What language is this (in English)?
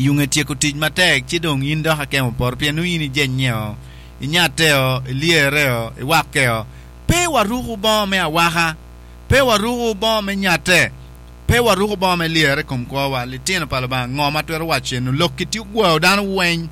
Acoli